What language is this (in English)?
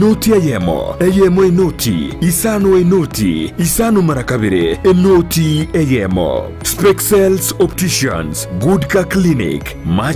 Gusii